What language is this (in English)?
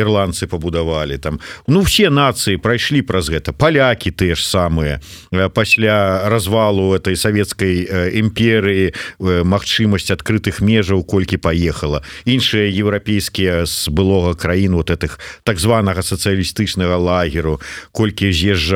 Belarusian